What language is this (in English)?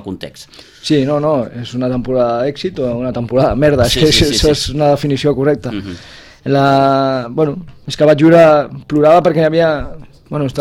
Catalan